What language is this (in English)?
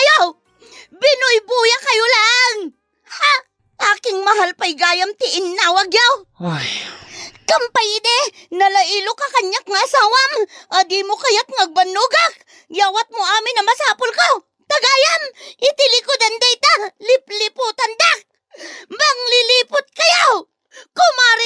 Iloko